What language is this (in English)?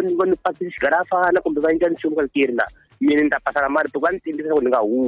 Tsonga